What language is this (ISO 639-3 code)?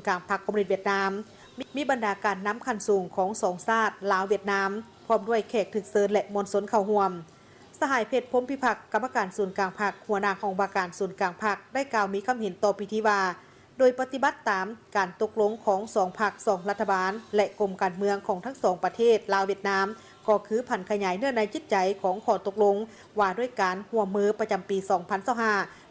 lao